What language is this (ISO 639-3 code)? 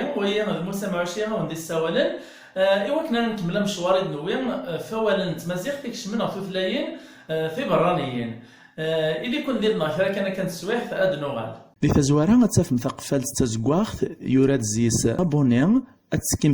kab